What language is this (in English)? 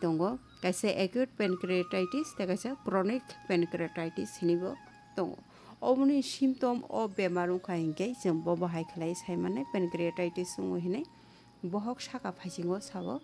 Kok Borok